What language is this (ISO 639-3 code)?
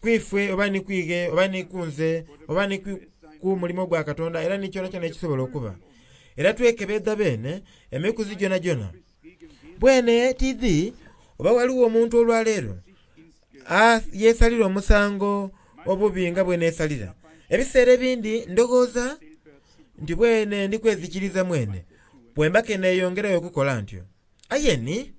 xog